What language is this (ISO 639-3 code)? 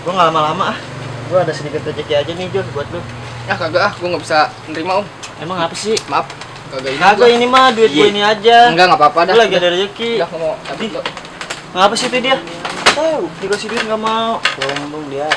bew